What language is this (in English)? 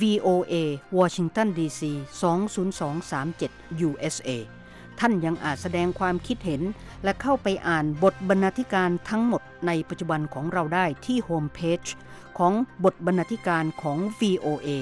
Thai